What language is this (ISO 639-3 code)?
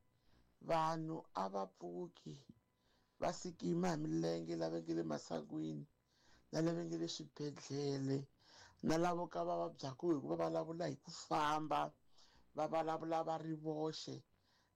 tso